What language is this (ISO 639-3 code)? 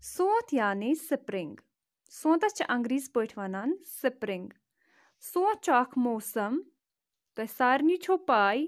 kas